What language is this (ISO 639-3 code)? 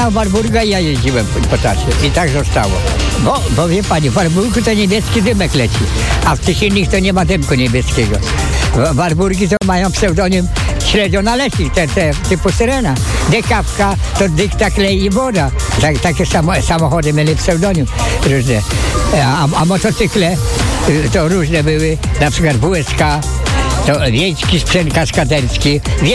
pol